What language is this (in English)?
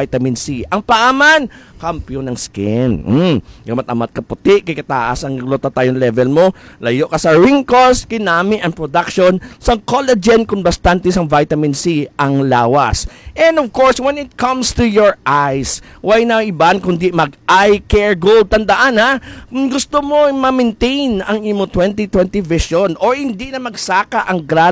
Hiligaynon